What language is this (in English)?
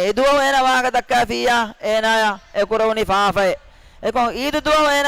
Divehi